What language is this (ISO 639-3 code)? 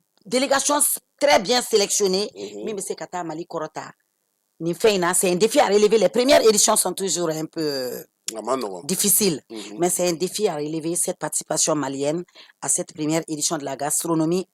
bam